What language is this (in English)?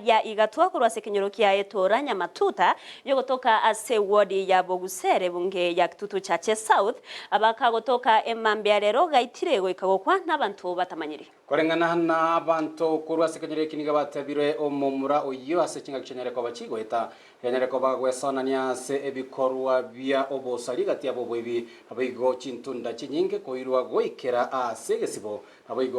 Gusii